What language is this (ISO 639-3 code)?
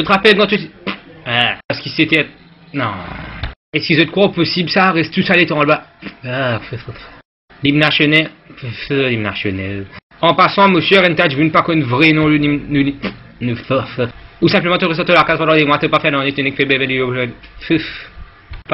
mfe